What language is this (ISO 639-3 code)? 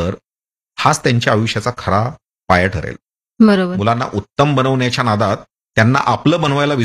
mar